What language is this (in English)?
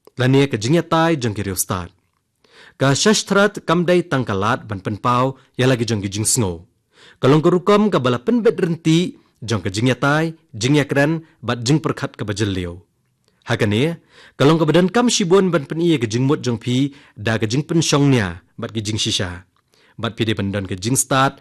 Khasi